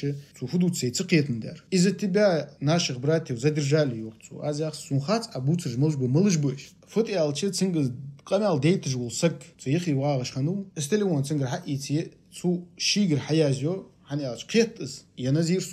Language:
Ingush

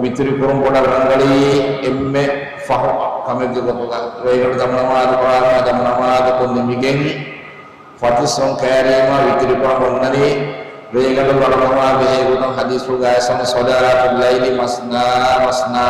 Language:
Divehi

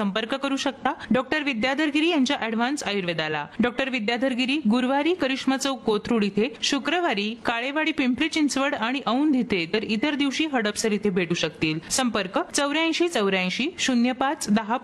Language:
Marathi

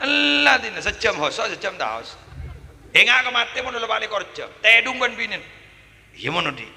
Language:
Madurese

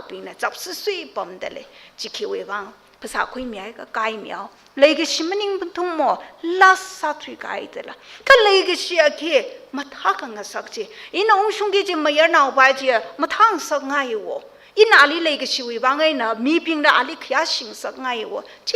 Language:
Tangkhul Naga (India)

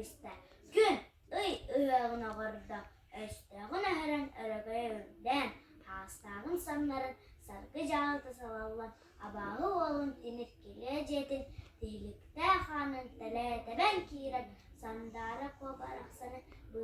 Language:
Yakut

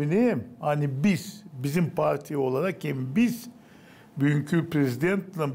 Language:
Gagauz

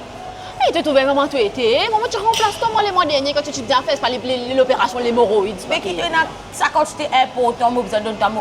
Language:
Morisyen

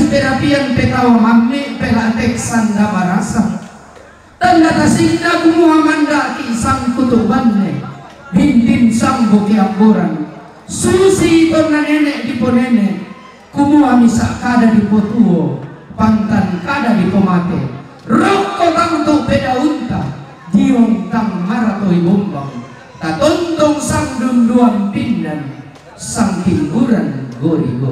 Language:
Toraja-Sa'dan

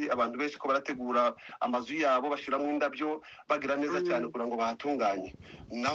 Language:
Kinyarwanda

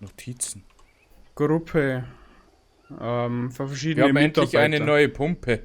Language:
Bavarian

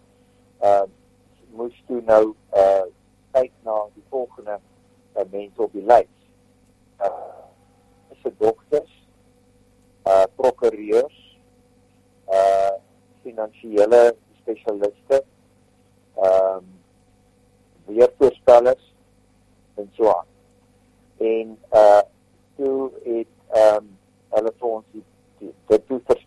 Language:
Afrikaans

